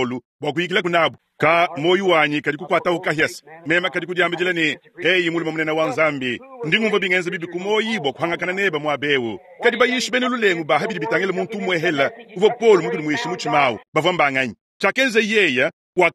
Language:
Luba-Lulua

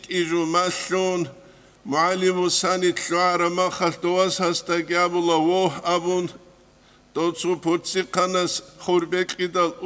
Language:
Avaric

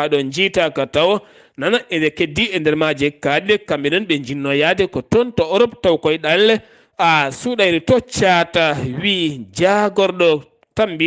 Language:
Fula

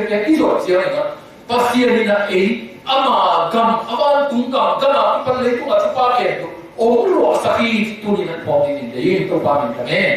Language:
Tedim Chin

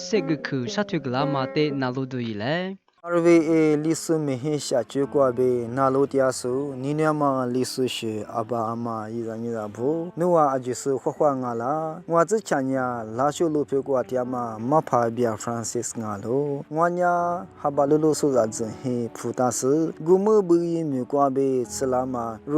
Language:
Lisu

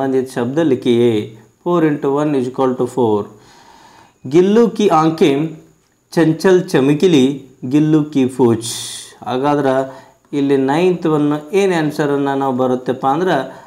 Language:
Kannada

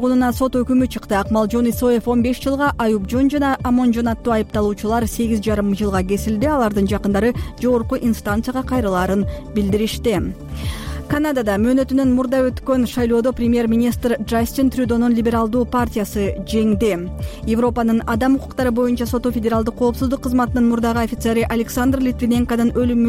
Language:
Kyrgyz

